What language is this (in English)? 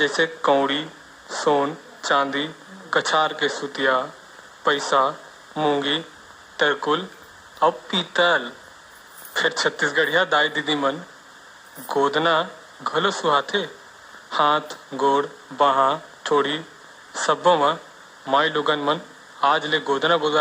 Chhattisgarhi